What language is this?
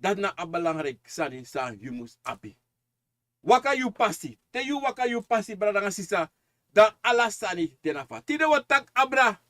Sranan Tongo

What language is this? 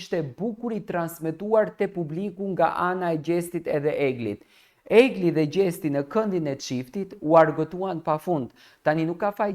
Albanian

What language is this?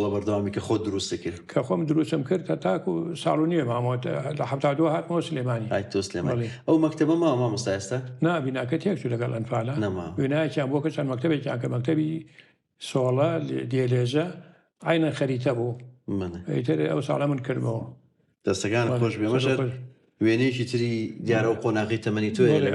Central Kurdish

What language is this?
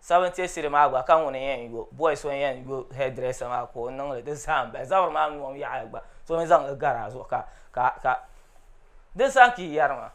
Dagbani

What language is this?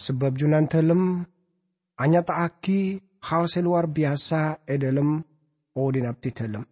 Madurese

